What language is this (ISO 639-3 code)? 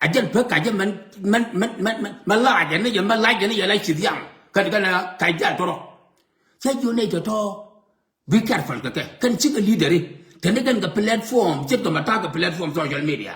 nus